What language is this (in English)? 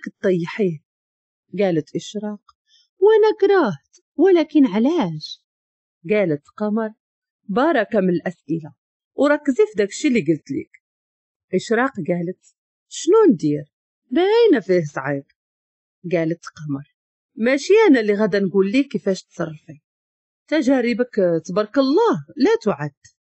Moroccan Arabic